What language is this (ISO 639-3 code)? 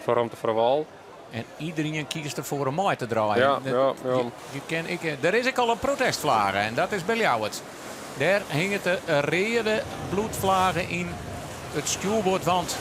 fry